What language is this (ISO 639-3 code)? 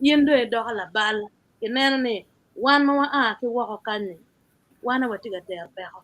ach